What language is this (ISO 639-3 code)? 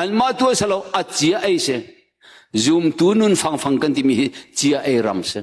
cnh